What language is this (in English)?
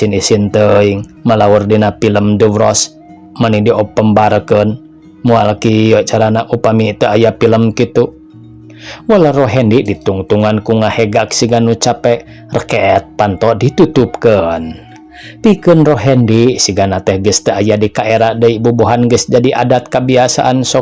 Sundanese